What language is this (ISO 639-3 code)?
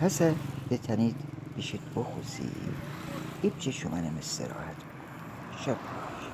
glk